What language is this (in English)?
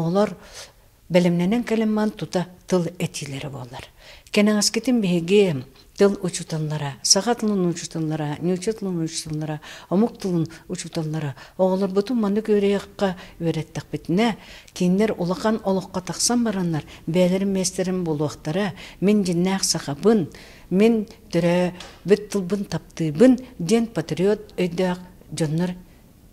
Yakut